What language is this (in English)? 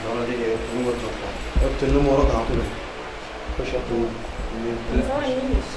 Egyptian Arabic